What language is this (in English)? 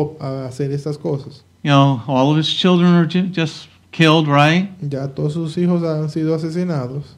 Spanish